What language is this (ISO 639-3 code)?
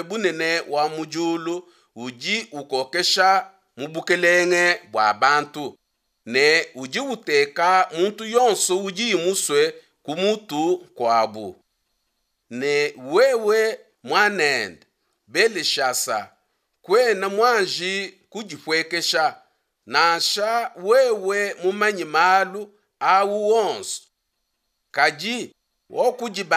lua